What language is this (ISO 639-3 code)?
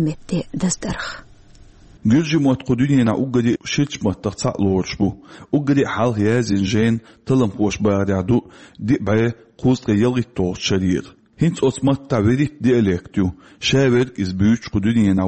che